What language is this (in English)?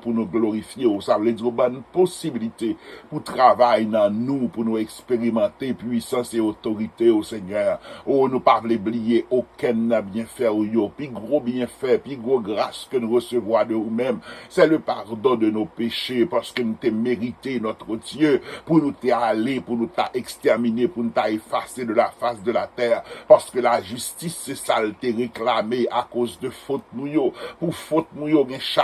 Haitian Creole